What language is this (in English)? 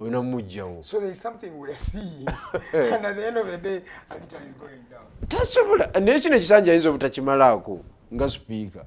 Ganda